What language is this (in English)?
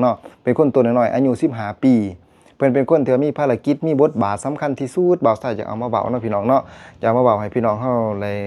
Lao